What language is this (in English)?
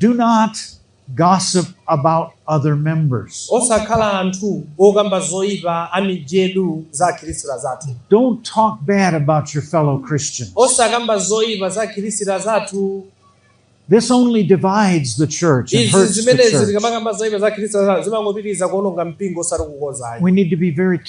Nyanja